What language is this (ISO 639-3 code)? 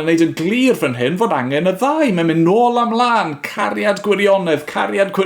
cym